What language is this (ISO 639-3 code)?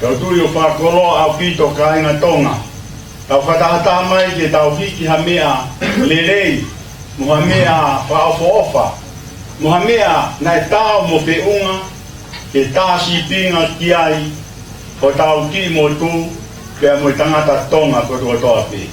ton